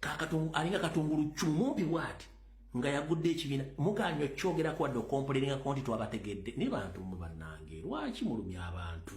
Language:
Ganda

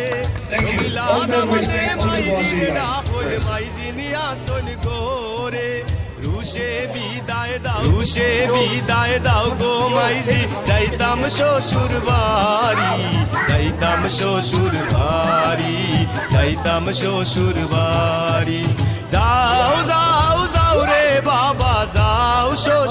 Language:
Sylheti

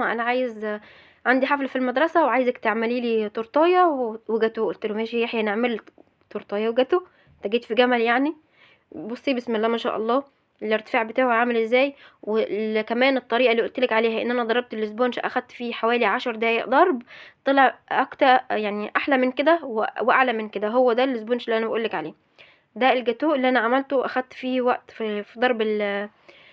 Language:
Egyptian Arabic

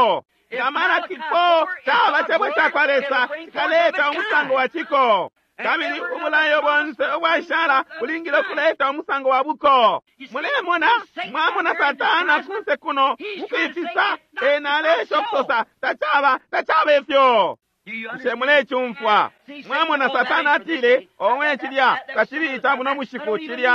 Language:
Bemba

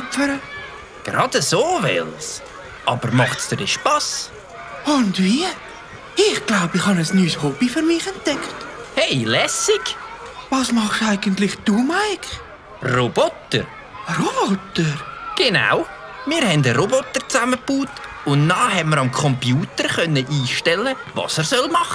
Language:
Swiss German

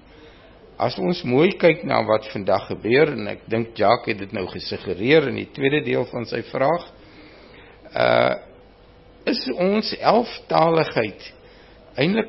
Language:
Afrikaans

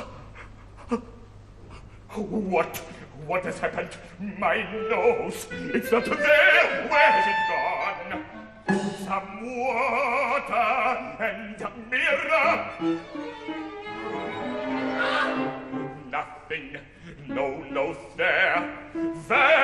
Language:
Russian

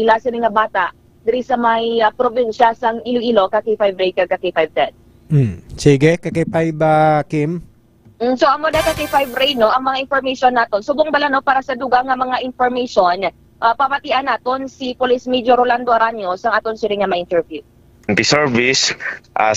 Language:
Hiligaynon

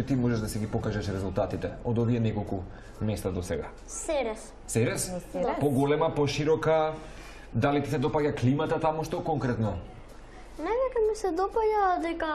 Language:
Macedonian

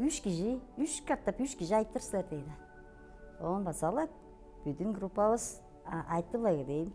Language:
Tuvinian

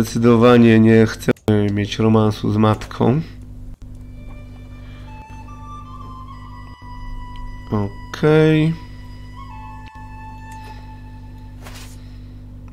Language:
Polish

